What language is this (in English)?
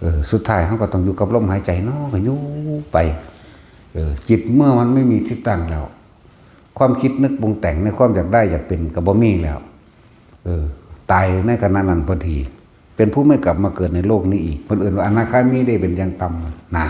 Northeastern Thai